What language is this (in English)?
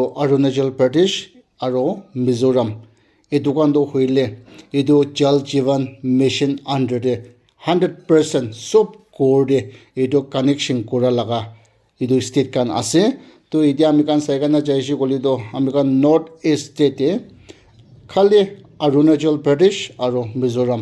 Naga Pidgin